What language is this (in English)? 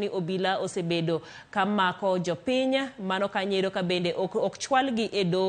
Luo (Kenya and Tanzania)